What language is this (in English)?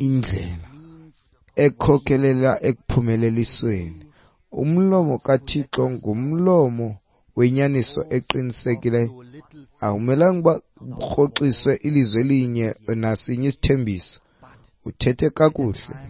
Xhosa